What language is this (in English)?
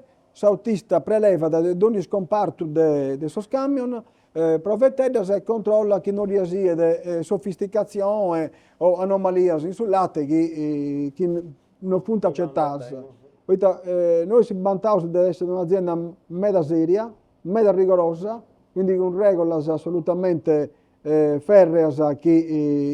Sardinian